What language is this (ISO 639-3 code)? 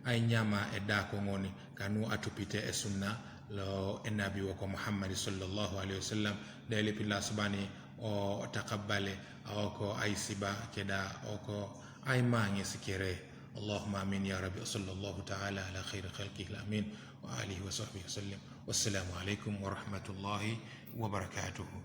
teo